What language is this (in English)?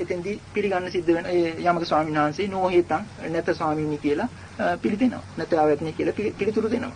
Sinhala